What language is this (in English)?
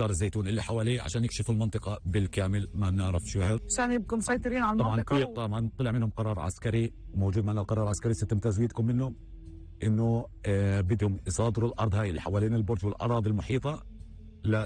North Levantine Arabic